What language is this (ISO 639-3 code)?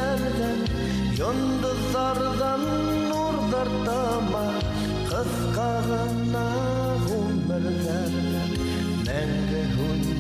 bak